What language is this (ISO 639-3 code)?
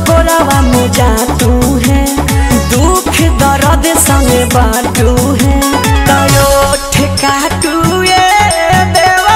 bho